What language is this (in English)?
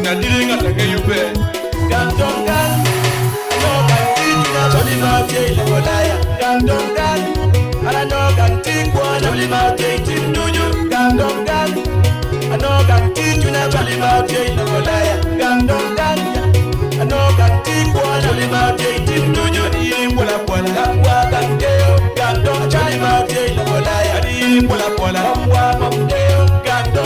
Acoli